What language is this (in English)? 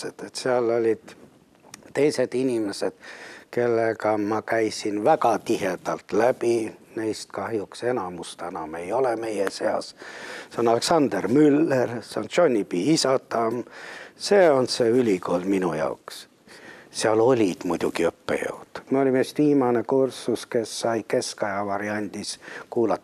Estonian